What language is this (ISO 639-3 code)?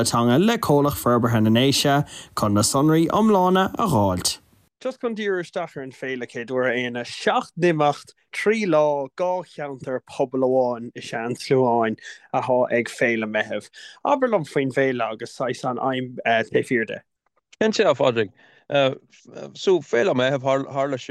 gle